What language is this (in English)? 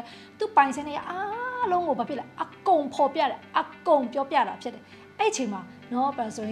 Burmese